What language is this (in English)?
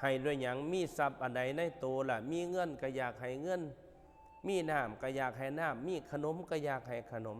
Northeastern Thai